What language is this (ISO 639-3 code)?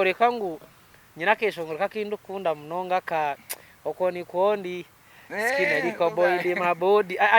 nyn